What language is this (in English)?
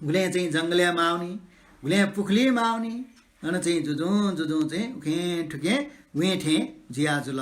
Newari